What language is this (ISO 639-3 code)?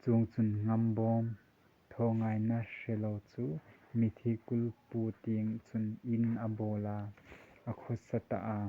hmr